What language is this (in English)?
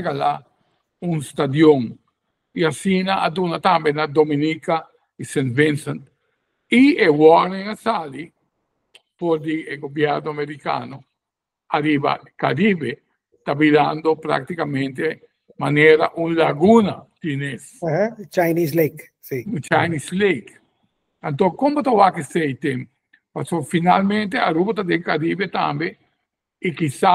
Papiamento